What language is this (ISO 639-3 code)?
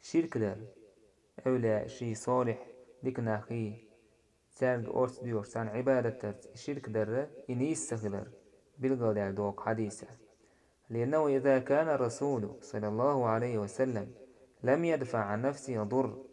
che